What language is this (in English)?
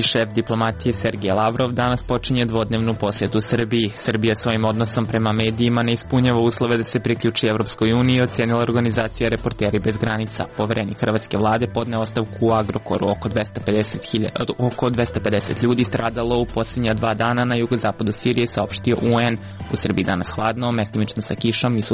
Serbian